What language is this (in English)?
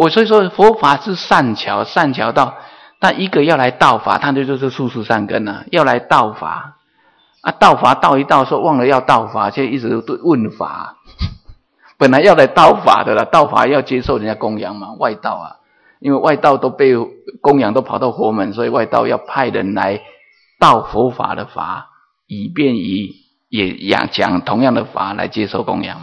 Chinese